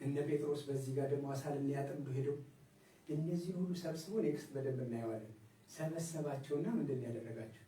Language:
Amharic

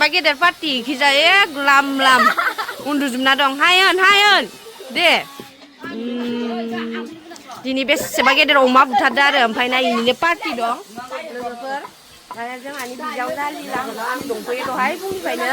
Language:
Bodo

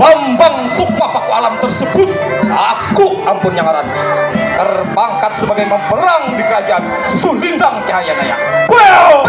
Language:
Banjar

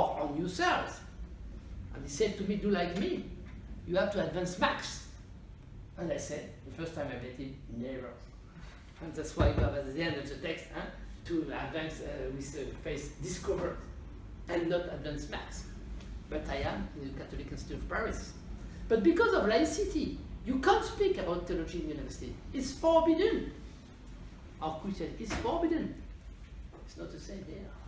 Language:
English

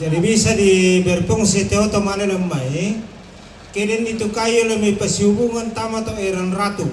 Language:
Toraja-Sa'dan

